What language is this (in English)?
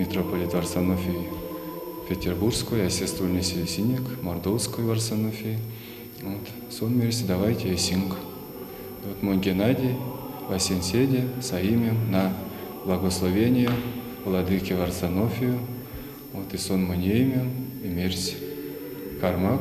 Erzya